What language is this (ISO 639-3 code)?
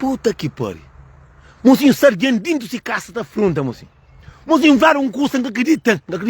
kea